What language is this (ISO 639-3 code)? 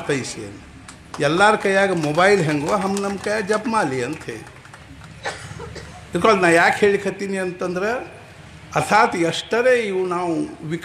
kan